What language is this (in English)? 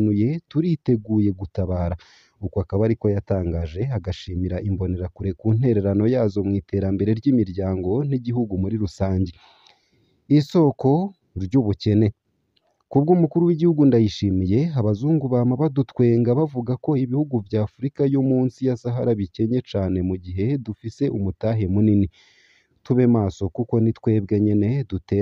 Rundi